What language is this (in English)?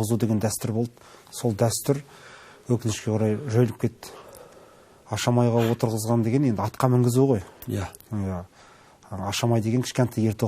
Kazakh